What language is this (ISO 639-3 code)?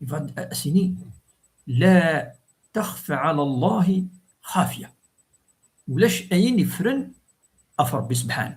kab